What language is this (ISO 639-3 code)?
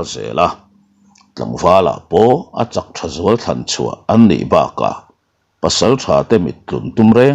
lus